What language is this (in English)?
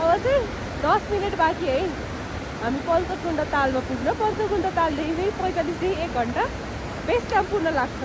Nepali